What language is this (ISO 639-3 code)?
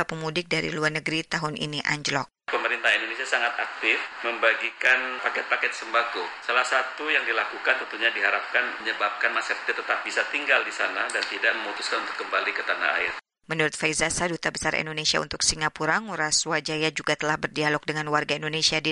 ind